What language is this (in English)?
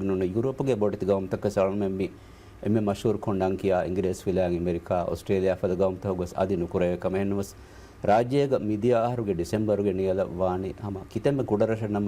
Divehi